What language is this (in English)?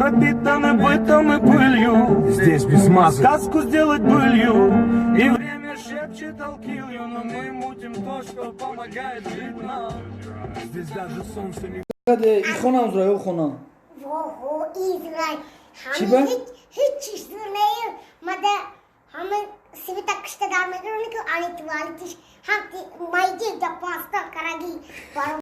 Tajik